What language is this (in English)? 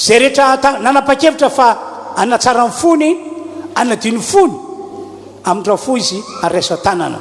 Malagasy